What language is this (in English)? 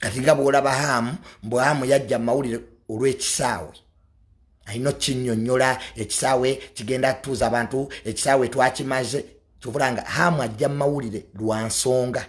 Ganda